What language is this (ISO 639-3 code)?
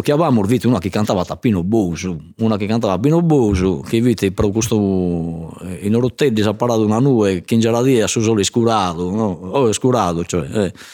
srd